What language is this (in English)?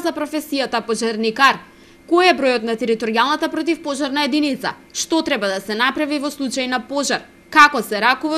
Macedonian